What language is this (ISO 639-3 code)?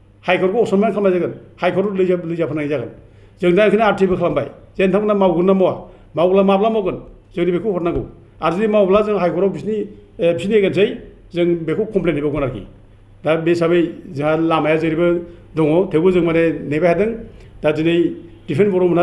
brx